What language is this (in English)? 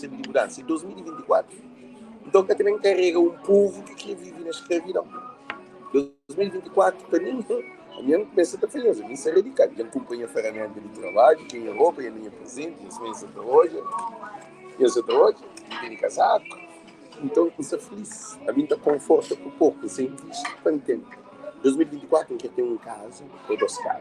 Kabuverdianu